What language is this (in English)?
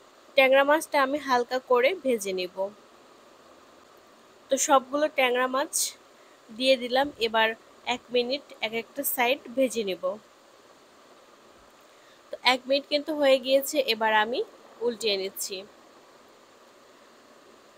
Bangla